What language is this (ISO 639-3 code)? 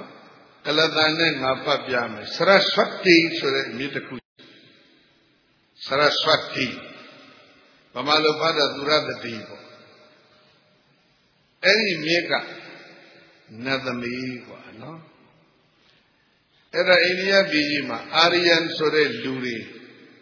mya